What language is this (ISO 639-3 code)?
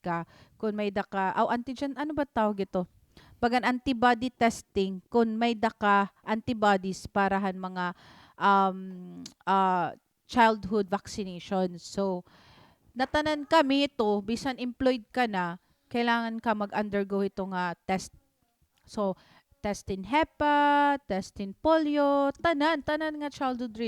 war